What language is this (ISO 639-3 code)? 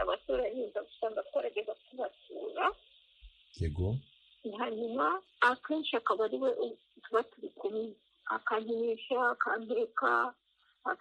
kin